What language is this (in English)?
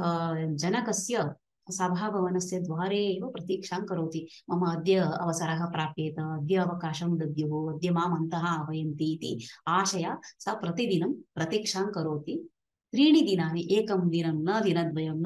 Sanskrit